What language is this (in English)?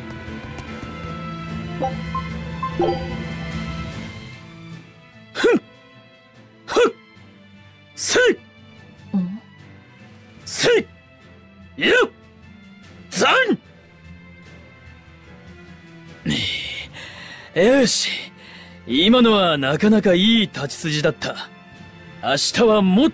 Japanese